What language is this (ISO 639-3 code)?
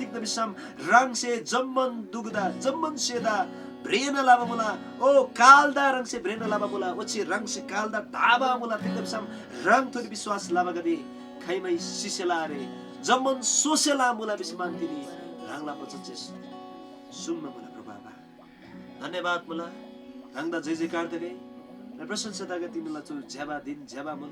taj